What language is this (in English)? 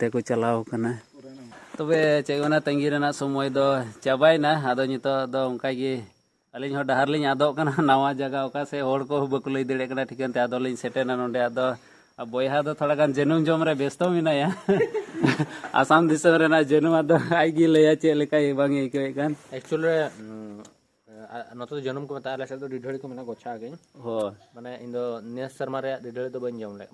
Santali